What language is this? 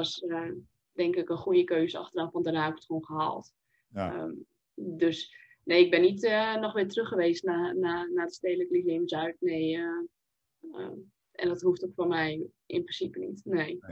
Dutch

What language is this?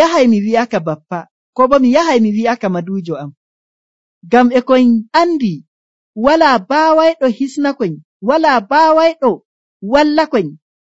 Nigerian Fulfulde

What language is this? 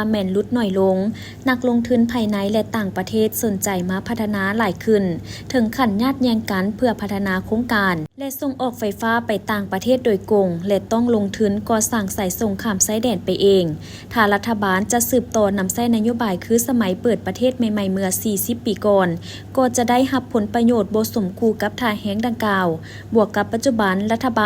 Lao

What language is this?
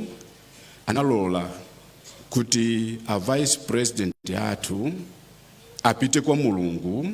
Nyanja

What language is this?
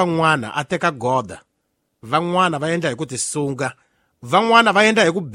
Tsonga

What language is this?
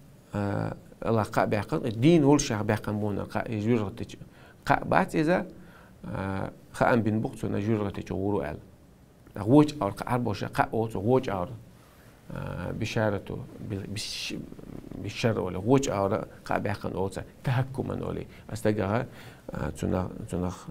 Chechen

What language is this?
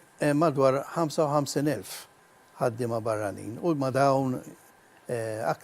Maltese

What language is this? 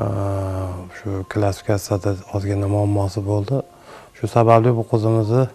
Uzbek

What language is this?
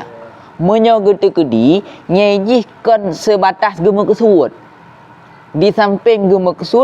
Achinese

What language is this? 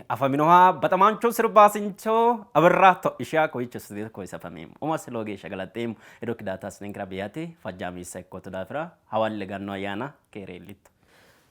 Sidamo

